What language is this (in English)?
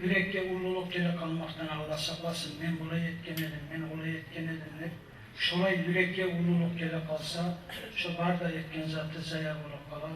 Kumyk